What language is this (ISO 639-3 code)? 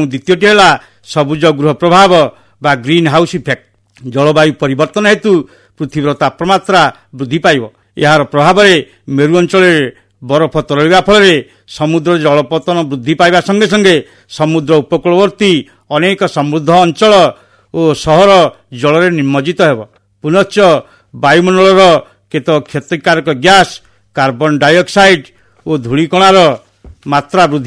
ori